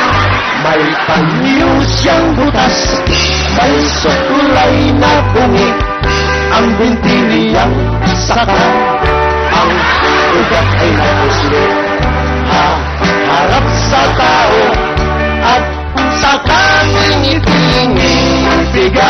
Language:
Filipino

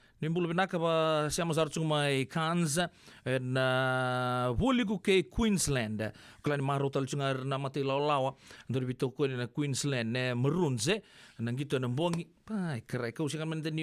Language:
Fijian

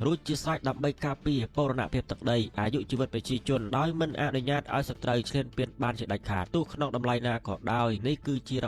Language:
Khmer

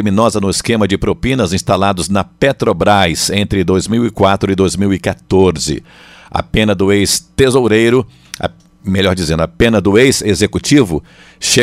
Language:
Portuguese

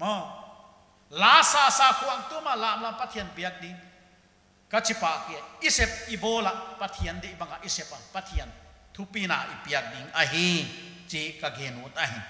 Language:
Paite Chin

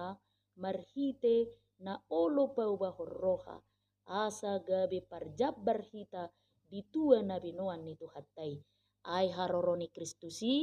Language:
Batak Toba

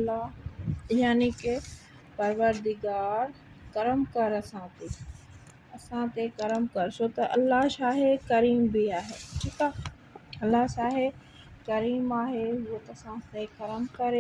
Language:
Sindhi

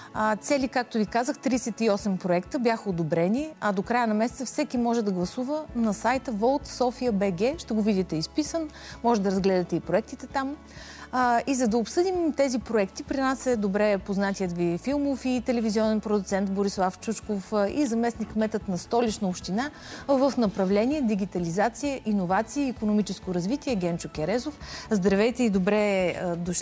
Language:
Bulgarian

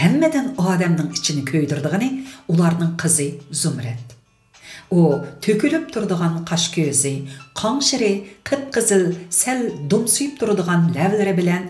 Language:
Uyghur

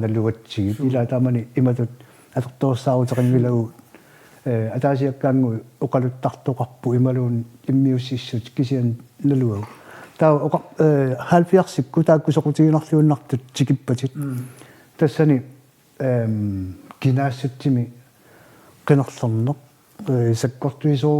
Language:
Kalaallisut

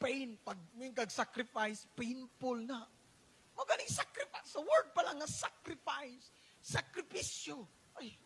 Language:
Cebuano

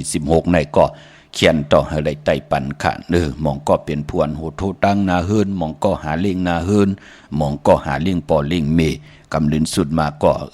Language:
Shan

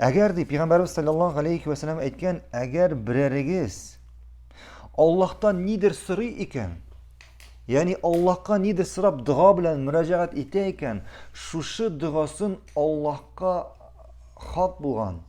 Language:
Tatar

